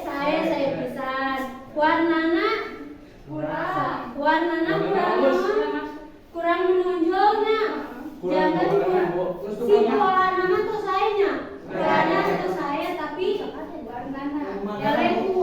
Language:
Sundanese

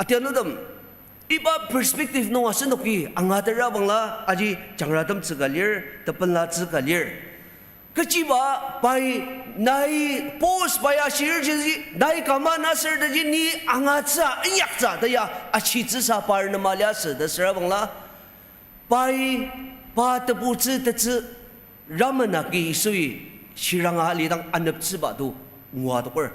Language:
Ao Naga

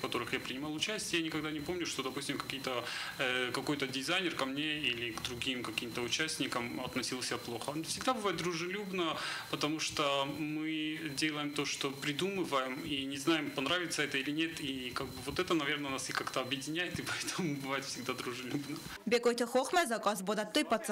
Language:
Ossetic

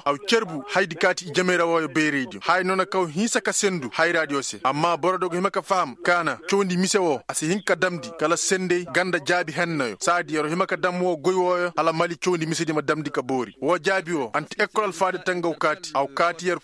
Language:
Koyraboro Senni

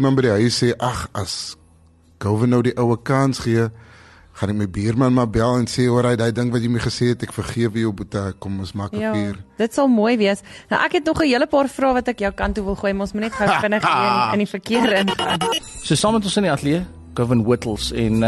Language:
Afrikaans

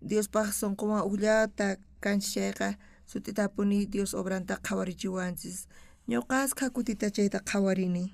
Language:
South Bolivian Quechua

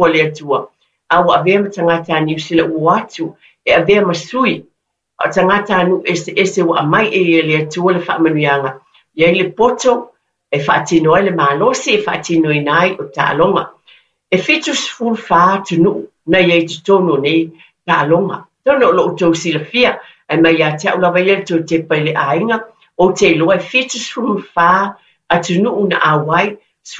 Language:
Samoan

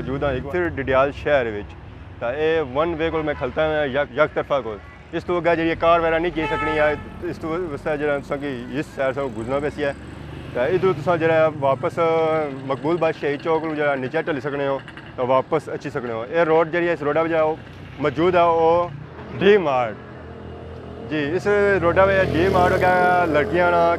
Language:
Pahari-Potwari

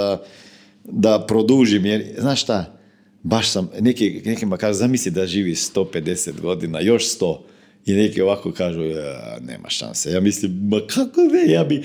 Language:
Croatian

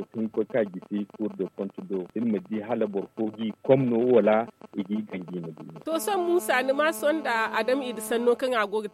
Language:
Zarma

